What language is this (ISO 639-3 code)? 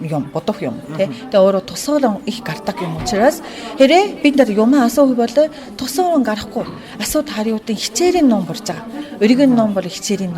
mon